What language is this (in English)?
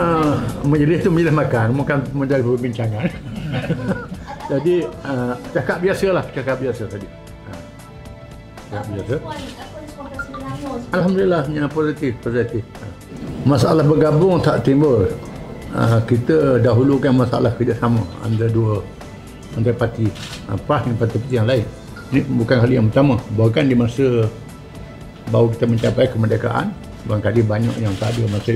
Malay